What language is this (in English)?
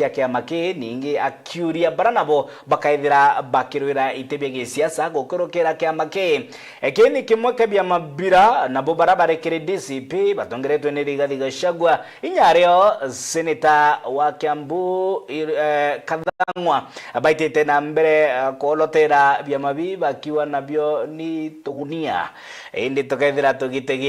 Meru